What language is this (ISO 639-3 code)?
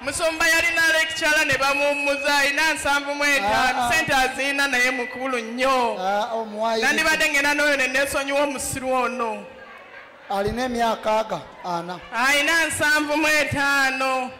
lug